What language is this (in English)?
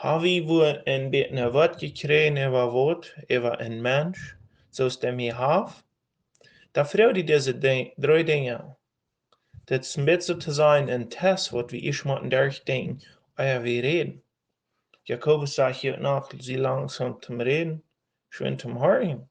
Plautdietsch